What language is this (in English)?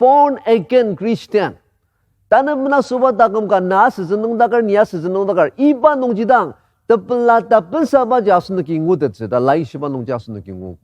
Ao Naga